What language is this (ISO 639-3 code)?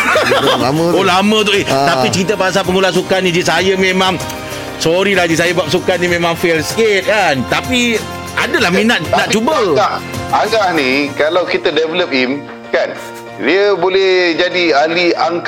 msa